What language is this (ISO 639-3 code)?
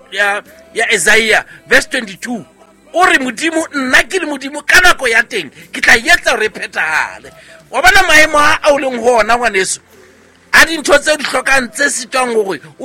sot